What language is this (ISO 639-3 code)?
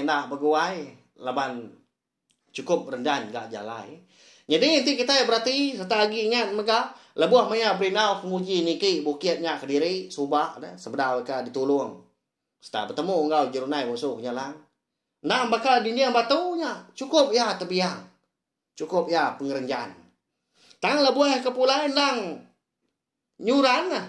iba